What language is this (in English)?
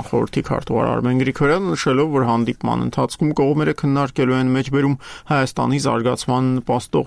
Armenian